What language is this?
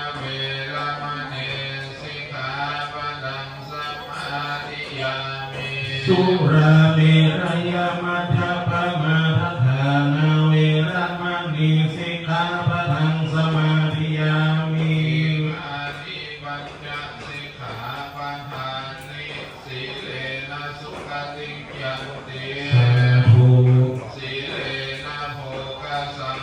Pali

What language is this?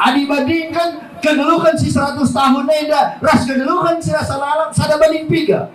Batak Karo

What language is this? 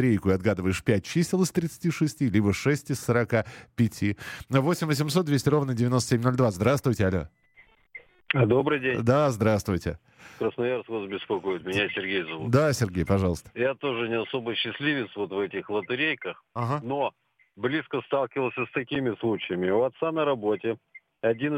Russian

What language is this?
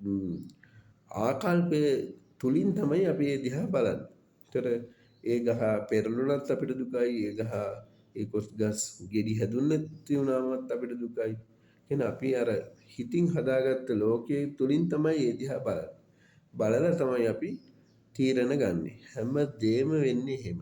Sinhala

